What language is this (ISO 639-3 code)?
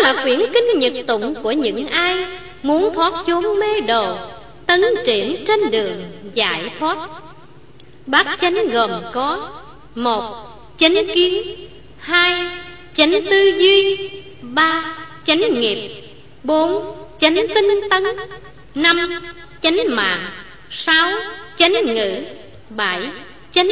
vie